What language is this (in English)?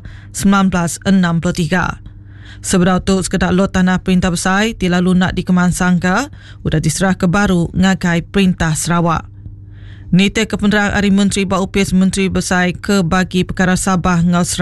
Iban